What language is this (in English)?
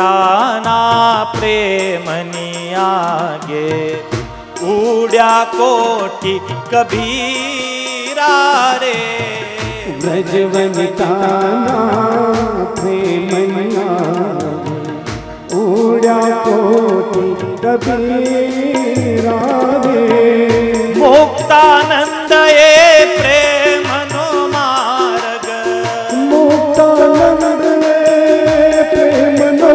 Gujarati